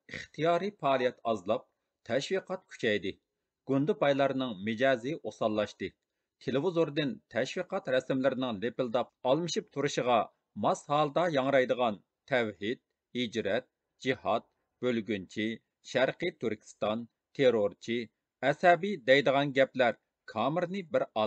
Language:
Uyghur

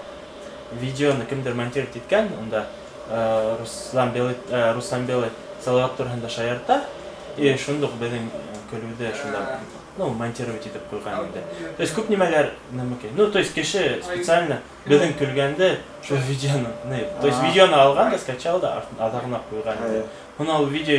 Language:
Bashkir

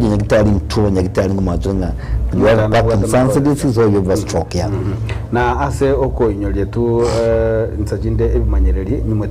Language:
Gusii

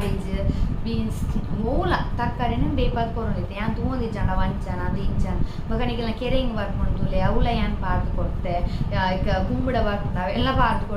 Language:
Tulu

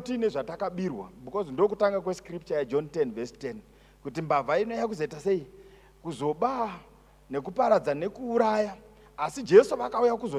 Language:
Shona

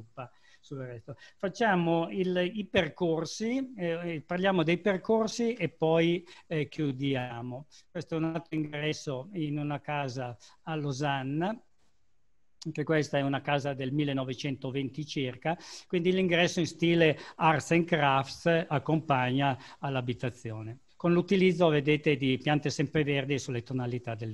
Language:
Italian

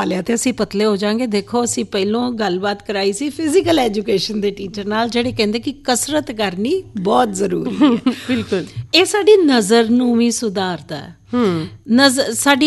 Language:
Punjabi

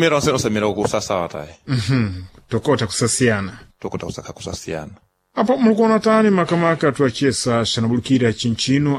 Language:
Sena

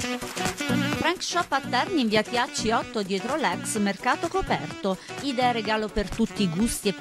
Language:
Italian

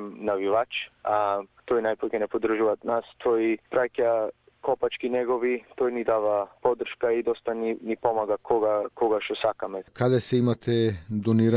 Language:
Macedonian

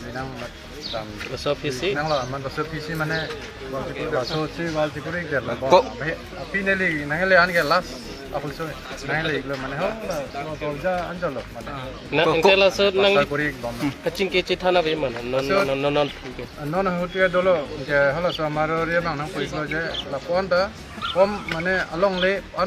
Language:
Karbi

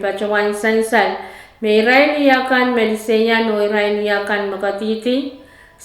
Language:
Pohnpeian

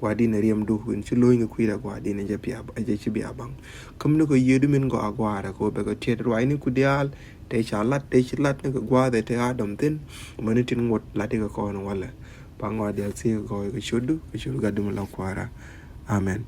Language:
Nuer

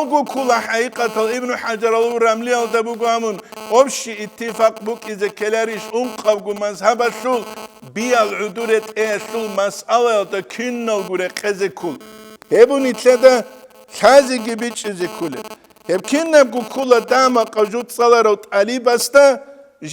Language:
Avaric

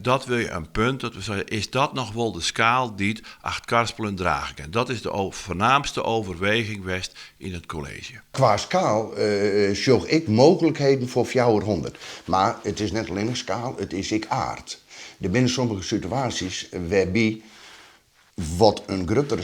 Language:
Western Frisian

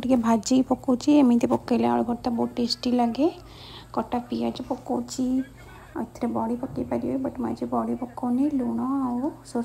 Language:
Odia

